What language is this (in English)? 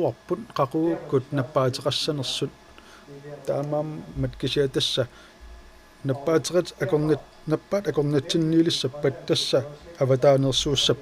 Kalaallisut